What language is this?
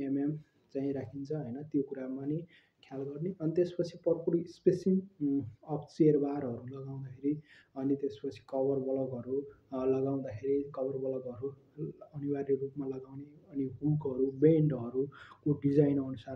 Nepali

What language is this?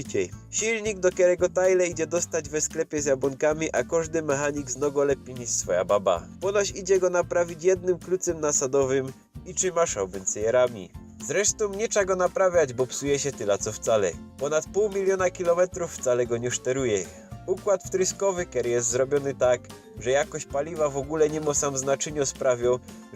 Silesian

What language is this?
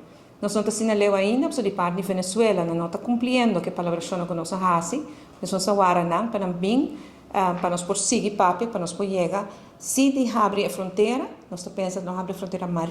Papiamento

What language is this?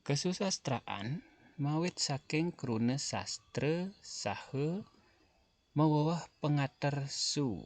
Balinese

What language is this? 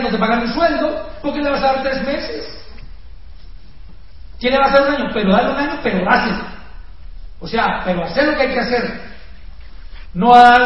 Spanish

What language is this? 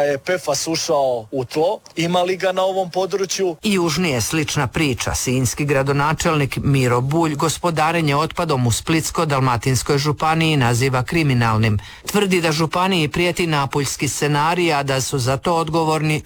Croatian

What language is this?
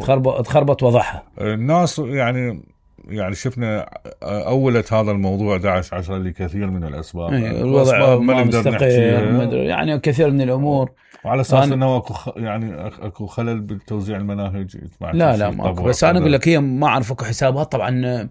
Mesopotamian Arabic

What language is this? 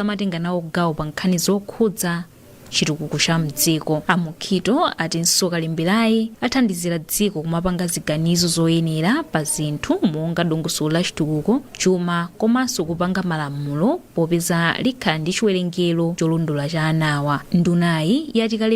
Nyanja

